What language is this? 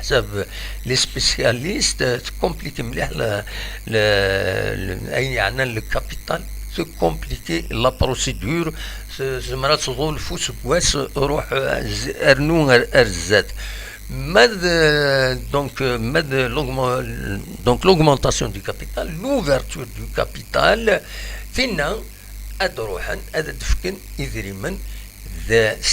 Kabyle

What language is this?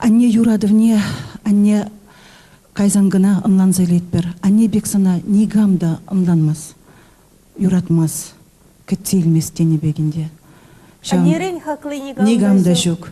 Chuvash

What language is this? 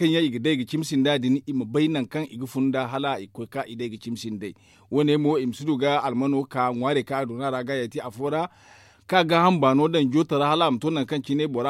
Zarma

